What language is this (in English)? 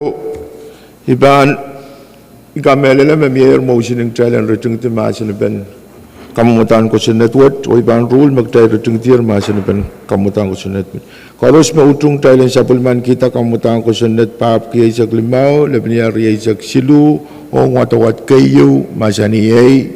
Pohnpeian